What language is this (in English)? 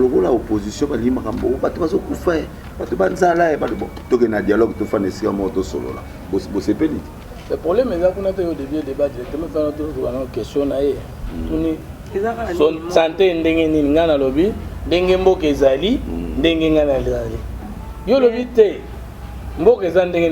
Lingala